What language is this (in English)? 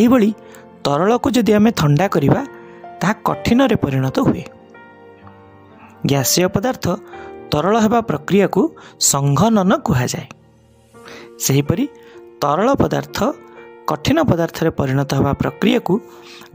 Odia